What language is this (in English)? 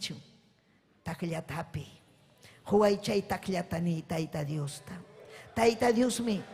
Ayacucho Quechua